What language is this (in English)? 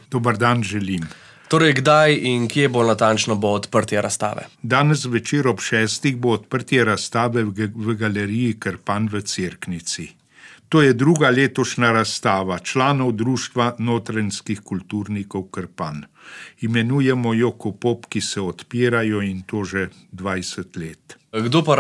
Slovenian